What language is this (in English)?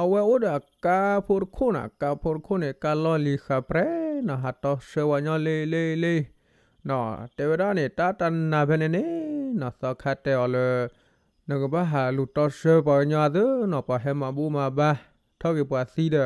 S'gaw Karen